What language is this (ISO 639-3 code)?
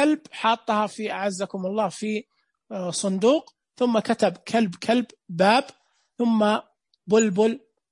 ars